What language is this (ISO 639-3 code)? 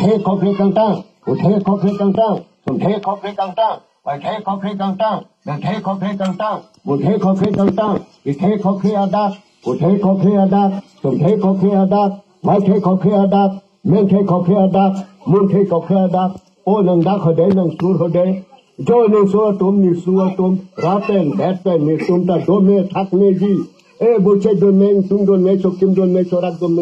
mjw